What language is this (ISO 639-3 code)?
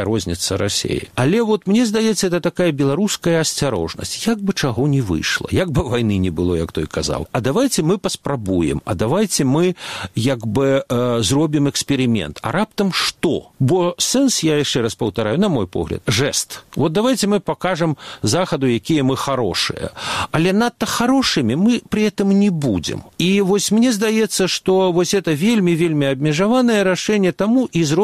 bel